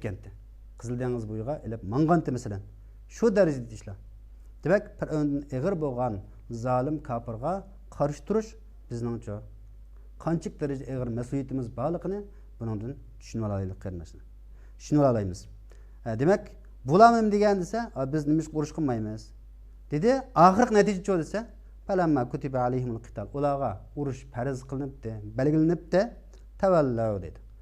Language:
Uyghur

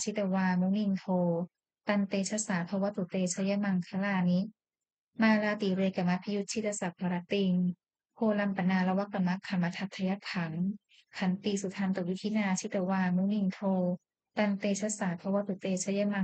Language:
Pali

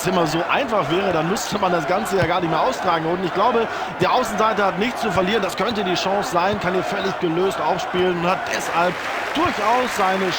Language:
Bavarian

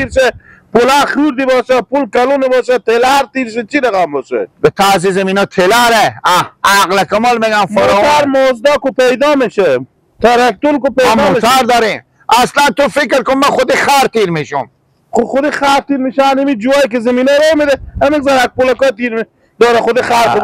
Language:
Persian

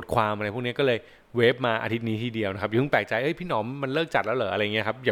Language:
Thai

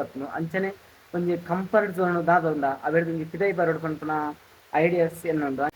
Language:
Tulu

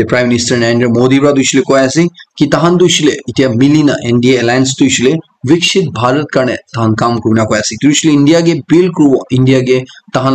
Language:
Naga Pidgin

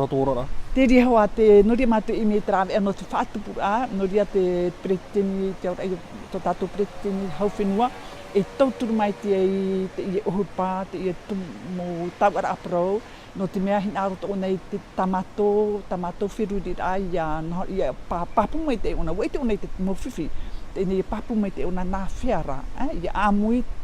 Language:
Tahitian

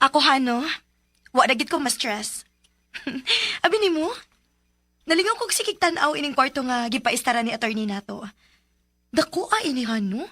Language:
Cebuano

